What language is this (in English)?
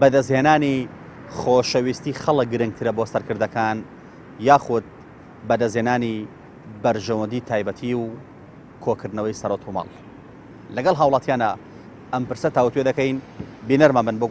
Central Kurdish